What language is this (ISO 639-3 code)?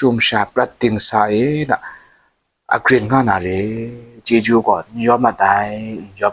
kac